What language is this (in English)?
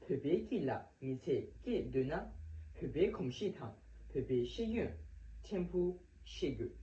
Tibetan